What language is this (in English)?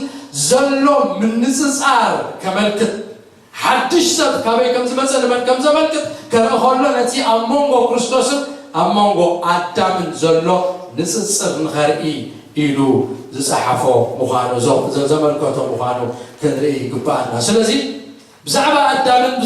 Tigrinya